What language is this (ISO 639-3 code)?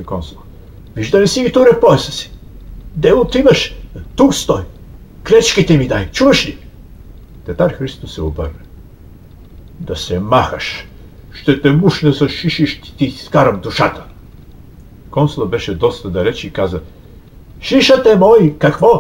bul